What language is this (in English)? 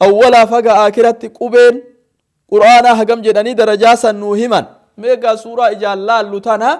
Oromo